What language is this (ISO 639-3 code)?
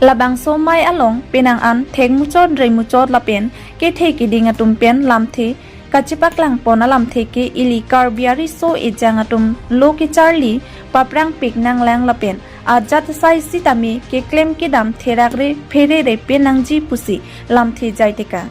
mjw